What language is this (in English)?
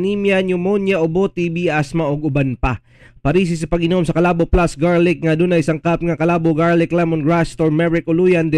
Cebuano